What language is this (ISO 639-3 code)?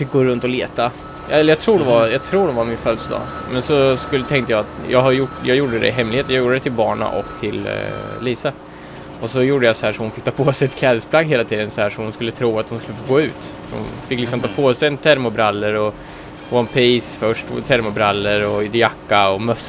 swe